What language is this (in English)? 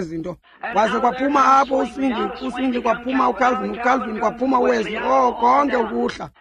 Xhosa